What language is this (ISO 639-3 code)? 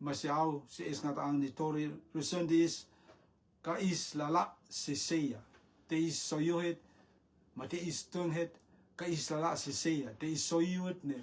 rtm